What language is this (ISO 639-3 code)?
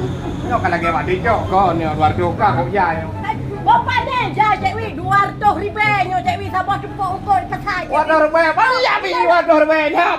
ace